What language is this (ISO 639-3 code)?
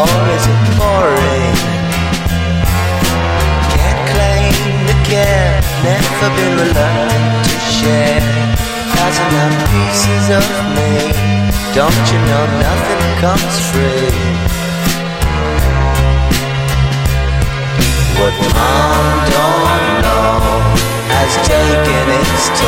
eng